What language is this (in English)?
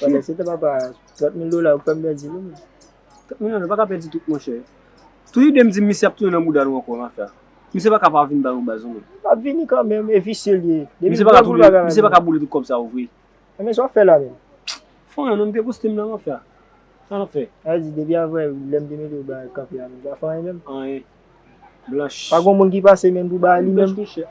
Haitian Creole